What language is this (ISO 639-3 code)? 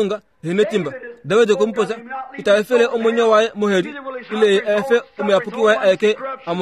kua